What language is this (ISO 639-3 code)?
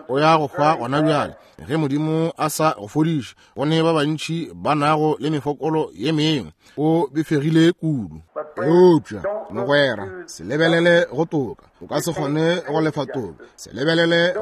nso